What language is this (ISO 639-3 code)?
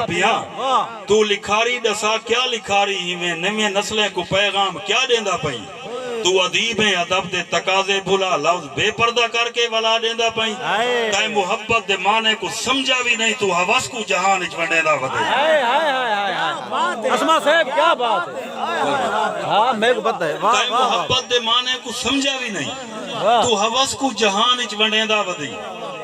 skr